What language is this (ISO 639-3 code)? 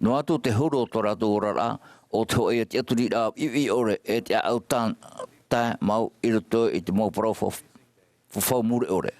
tah